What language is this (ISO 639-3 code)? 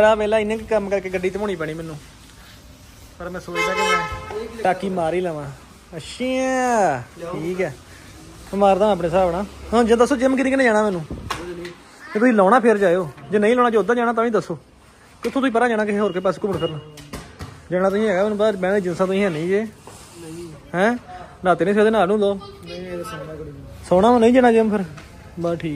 pan